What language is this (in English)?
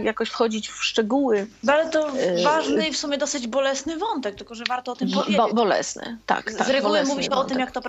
Polish